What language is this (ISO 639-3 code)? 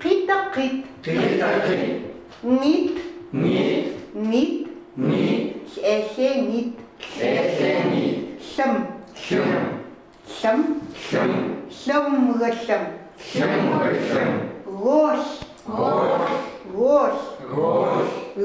ckt